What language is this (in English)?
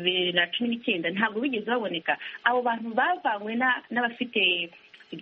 Kinyarwanda